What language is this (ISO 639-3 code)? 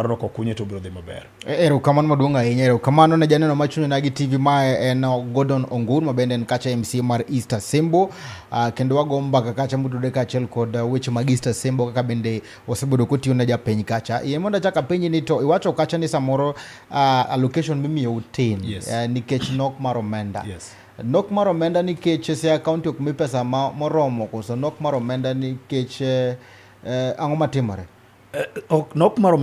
luo